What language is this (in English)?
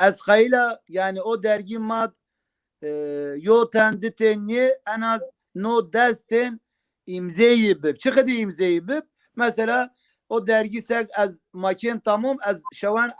Zaza